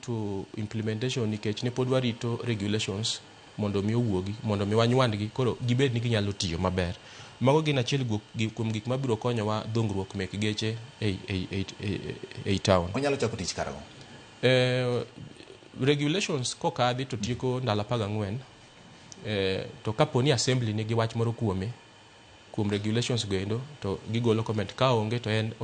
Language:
Luo (Kenya and Tanzania)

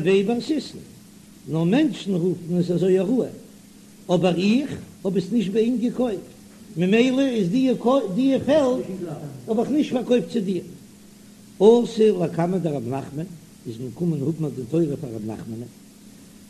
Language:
Yiddish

